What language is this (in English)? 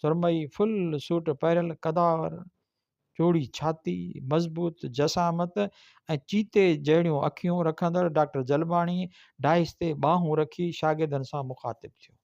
Sindhi